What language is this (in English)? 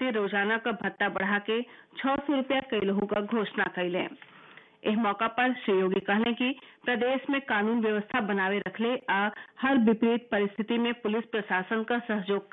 Bhojpuri